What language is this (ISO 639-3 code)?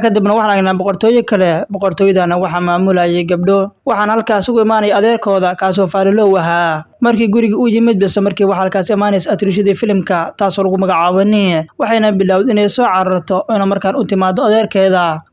som